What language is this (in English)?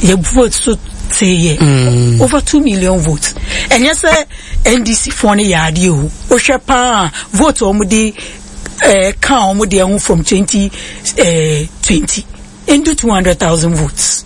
Akan